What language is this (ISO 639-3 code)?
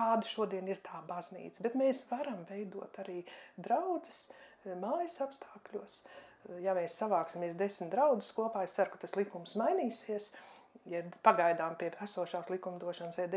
lav